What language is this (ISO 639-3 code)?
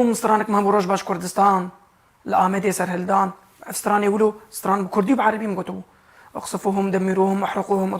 kur